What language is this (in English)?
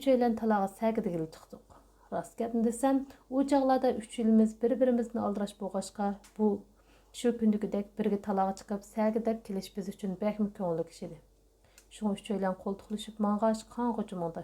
Uyghur